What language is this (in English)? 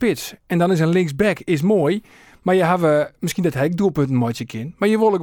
Western Frisian